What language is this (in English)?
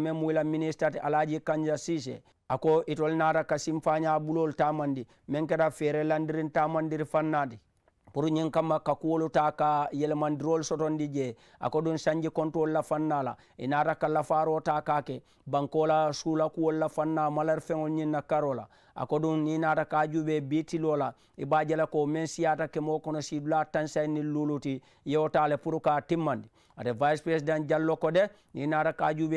Mandingo